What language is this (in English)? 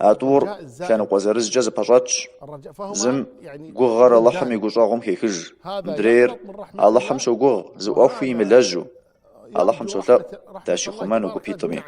Kabardian